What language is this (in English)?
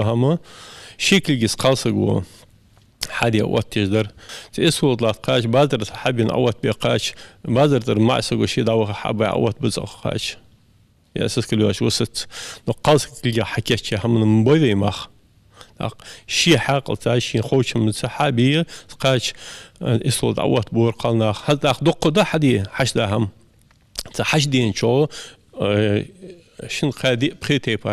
Ingush